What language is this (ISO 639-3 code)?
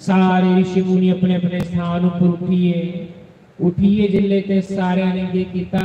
doi